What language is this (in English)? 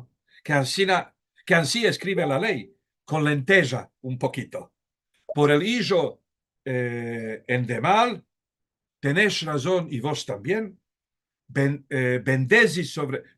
Ladino